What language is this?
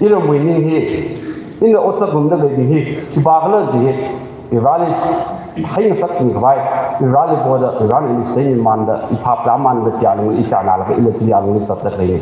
Tangkhul Naga (India)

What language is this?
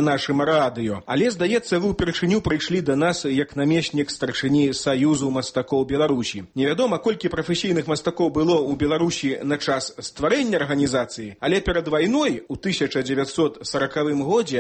Belarusian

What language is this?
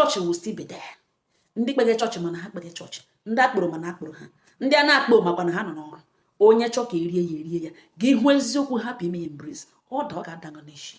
Igbo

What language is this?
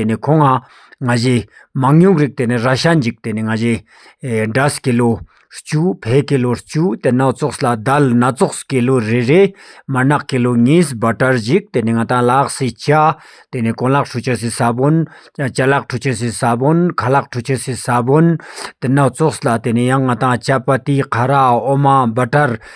Ladakhi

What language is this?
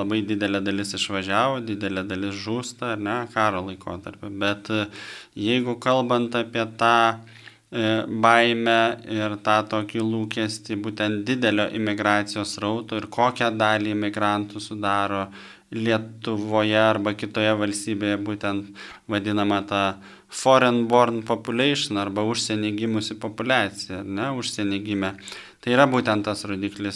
Lithuanian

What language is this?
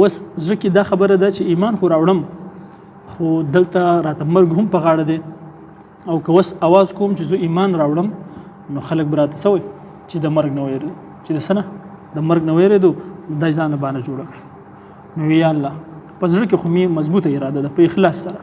Pashto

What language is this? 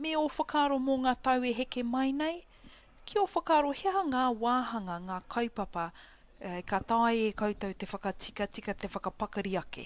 Māori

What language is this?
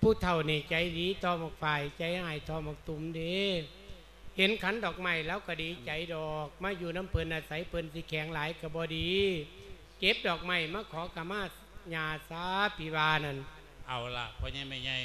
Lao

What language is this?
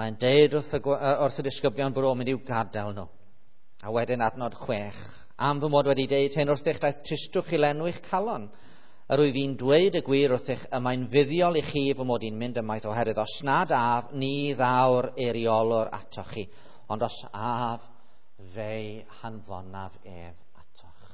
Welsh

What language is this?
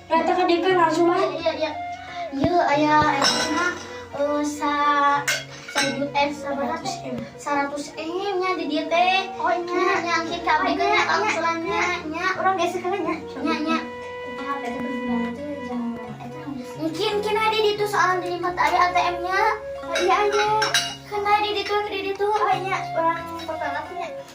Sundanese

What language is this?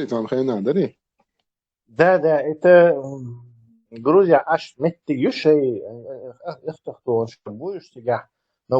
Chechen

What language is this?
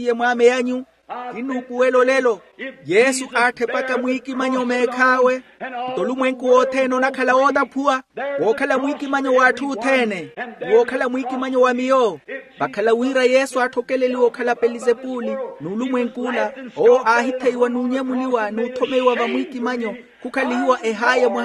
Makhuwa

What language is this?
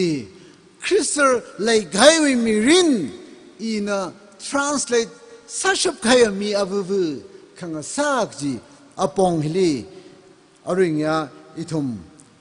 Tangkhul Naga (India)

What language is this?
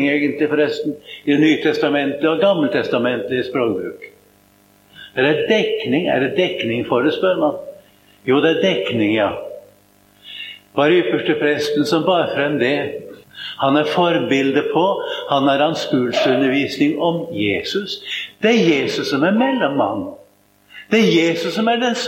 Norwegian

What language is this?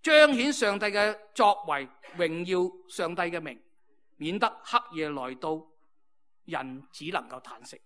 Cantonese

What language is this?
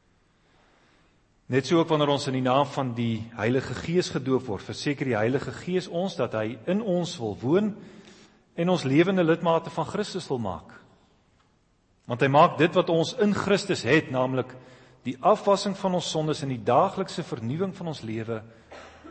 Afrikaans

